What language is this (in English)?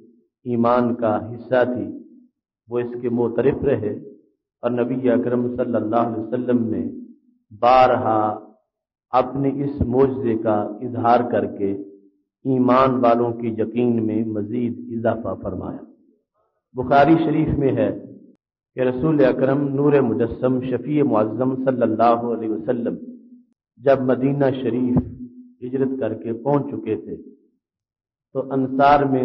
Urdu